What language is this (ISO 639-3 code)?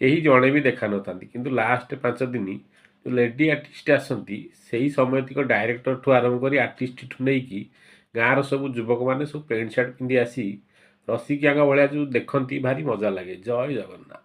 ori